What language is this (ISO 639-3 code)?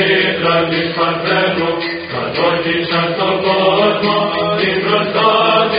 ell